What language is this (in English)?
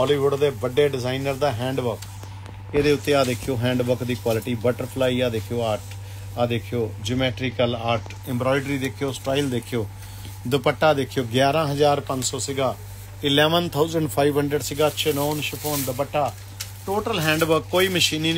Punjabi